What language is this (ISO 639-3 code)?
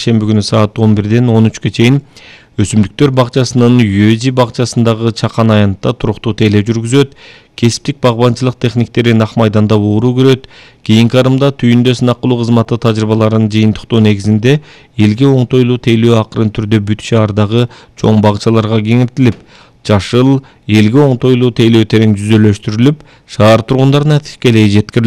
kir